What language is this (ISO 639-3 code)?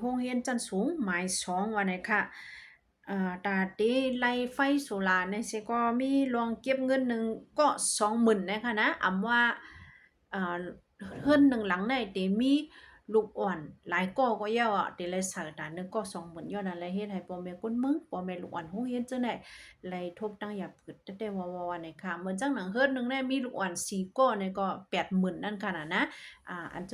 shn